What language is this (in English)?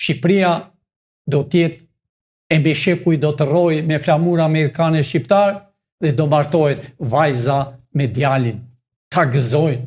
Albanian